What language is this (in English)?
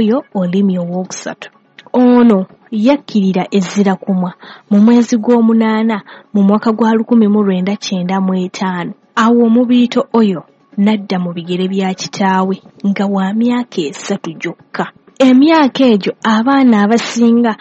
Ganda